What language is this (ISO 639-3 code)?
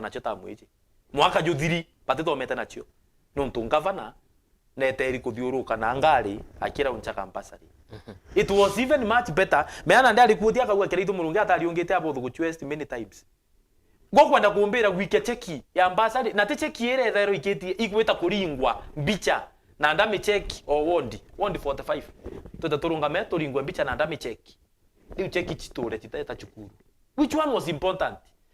mer